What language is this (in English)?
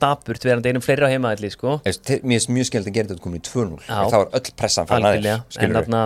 Icelandic